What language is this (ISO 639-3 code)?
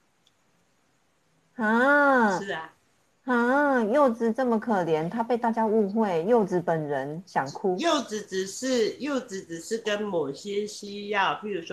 zho